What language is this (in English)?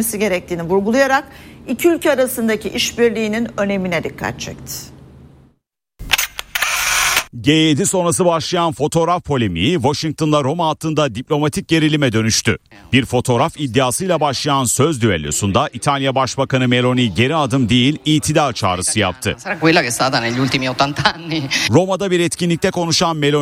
Turkish